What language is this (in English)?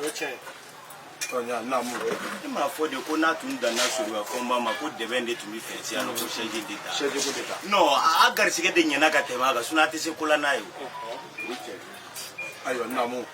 Bambara